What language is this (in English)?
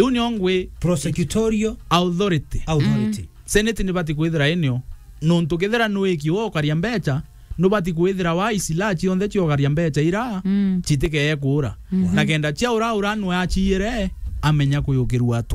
Meru